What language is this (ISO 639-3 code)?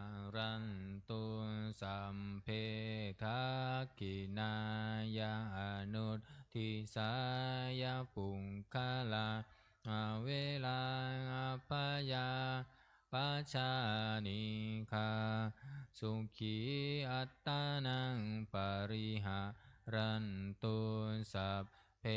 pli